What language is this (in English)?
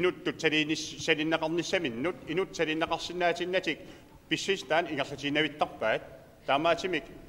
Kalaallisut